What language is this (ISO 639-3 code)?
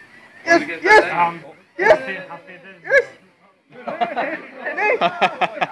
swe